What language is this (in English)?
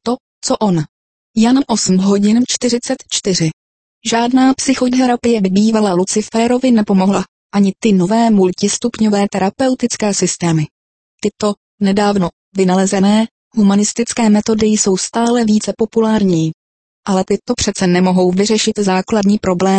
Czech